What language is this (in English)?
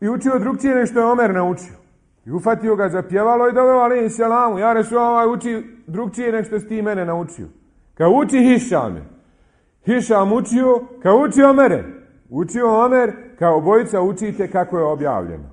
Bosnian